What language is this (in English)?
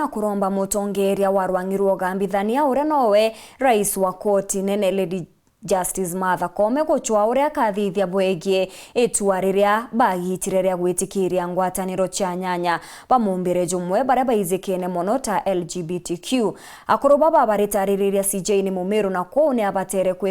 Meru